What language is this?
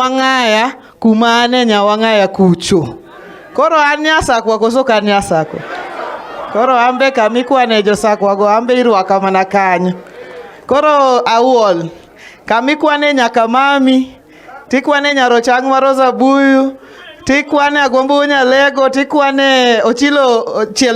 Luo (Kenya and Tanzania)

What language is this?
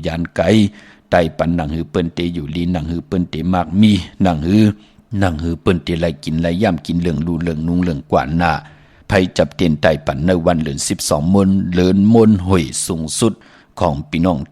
Shan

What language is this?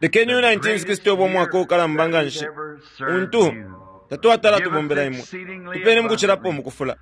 Bemba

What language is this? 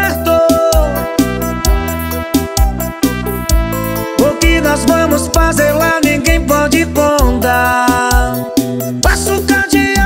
Portuguese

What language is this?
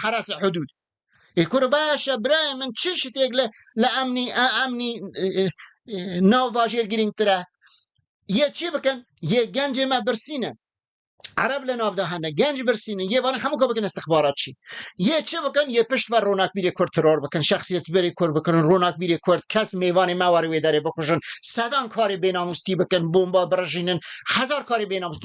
Kurdish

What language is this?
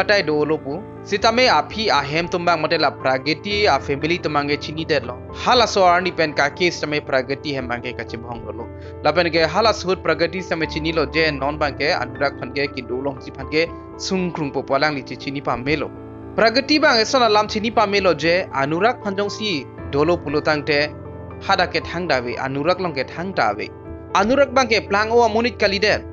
Karbi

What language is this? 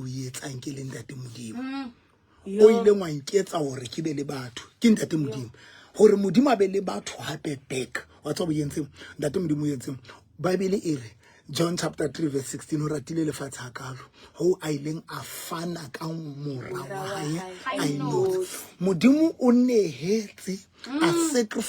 Southern Sotho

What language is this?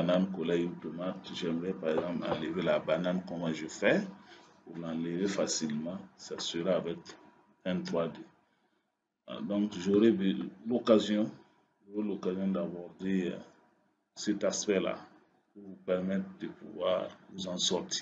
French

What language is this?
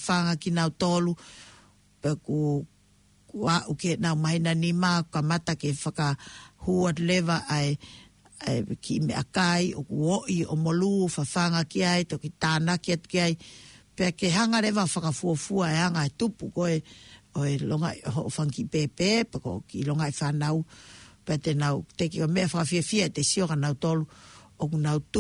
Tongan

